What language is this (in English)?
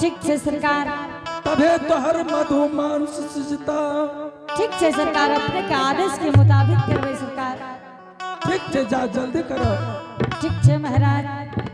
Angika